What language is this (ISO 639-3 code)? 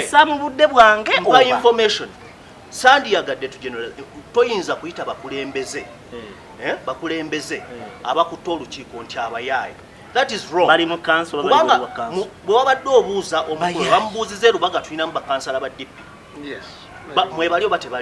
lug